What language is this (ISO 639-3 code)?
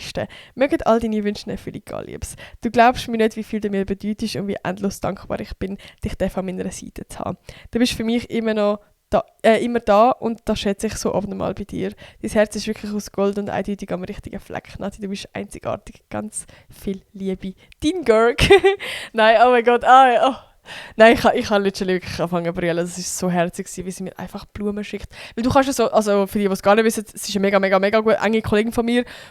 gsw